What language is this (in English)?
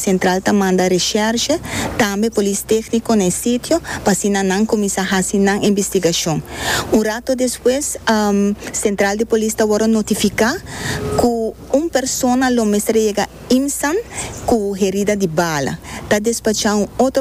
Papiamento